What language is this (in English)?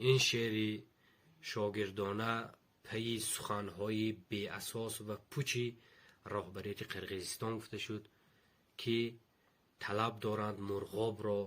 Tajik